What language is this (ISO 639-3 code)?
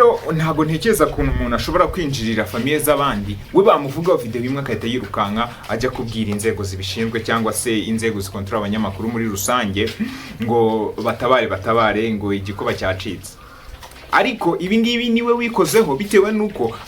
kin